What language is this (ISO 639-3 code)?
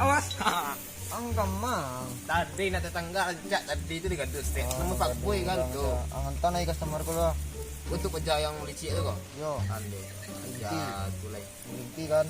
min